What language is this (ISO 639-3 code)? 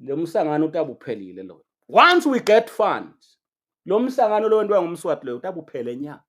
ssw